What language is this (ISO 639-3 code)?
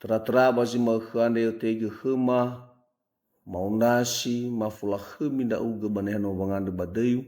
nia